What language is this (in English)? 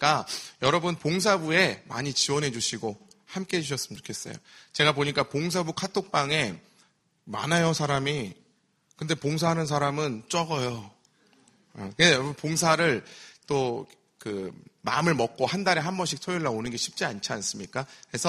Korean